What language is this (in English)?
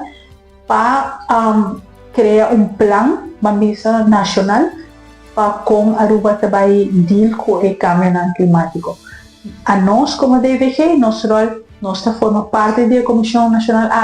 Papiamento